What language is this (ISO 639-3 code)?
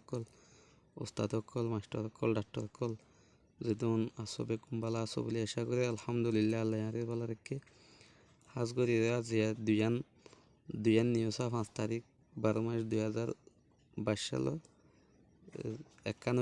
rhg